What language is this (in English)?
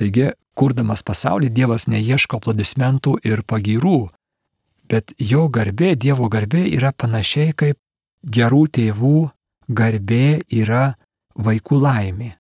Lithuanian